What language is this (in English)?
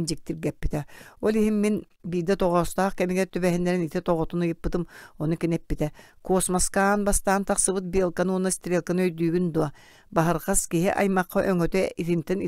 Yakut